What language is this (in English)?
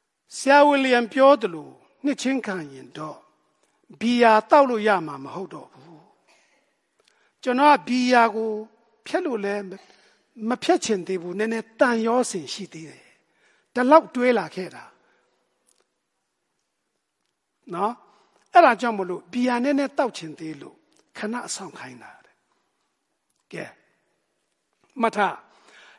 Burmese